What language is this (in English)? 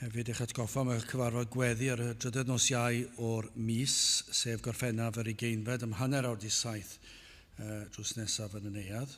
Welsh